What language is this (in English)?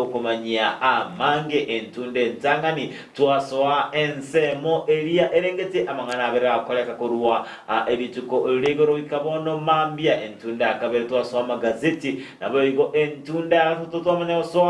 Gusii